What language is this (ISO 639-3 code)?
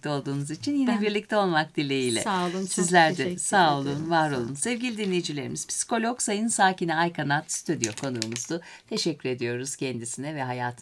tur